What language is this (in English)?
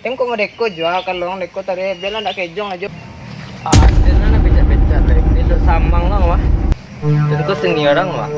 Minangkabau